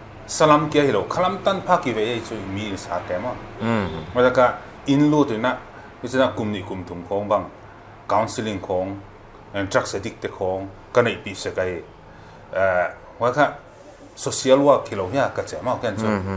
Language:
Paite Chin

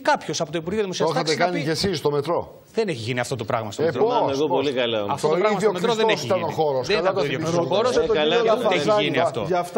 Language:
Greek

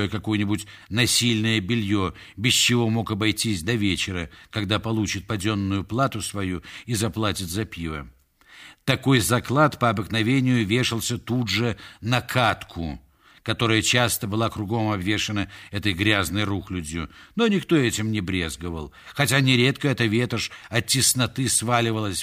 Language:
Russian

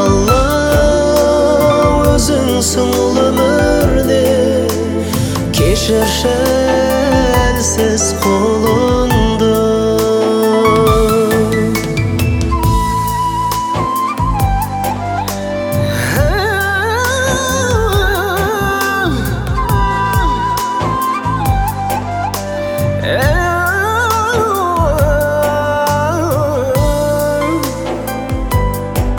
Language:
Kazakh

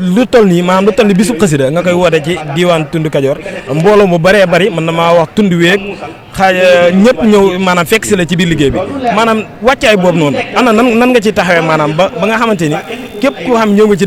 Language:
Wolof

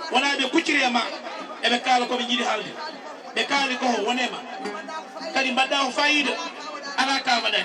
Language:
Fula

